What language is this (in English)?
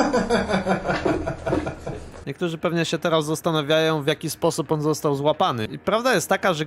Polish